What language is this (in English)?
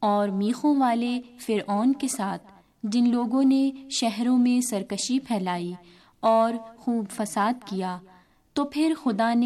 Urdu